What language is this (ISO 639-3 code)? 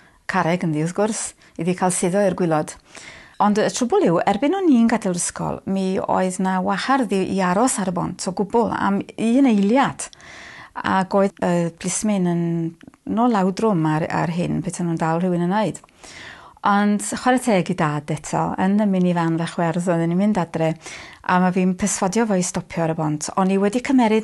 cym